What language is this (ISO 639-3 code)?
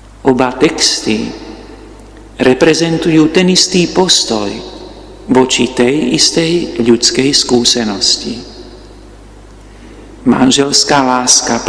slk